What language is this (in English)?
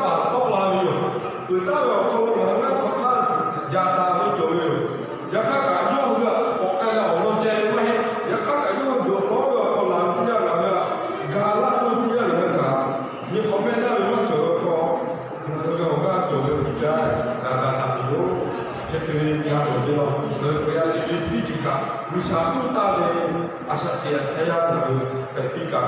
Lahu